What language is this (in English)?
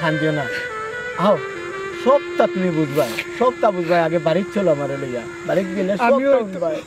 Sylheti